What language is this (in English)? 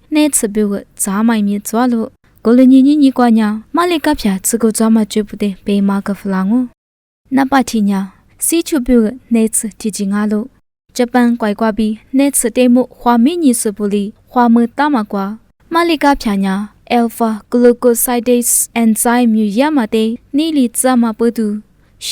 Lisu